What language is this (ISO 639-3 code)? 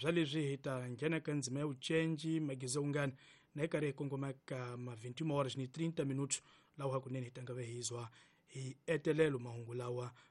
tso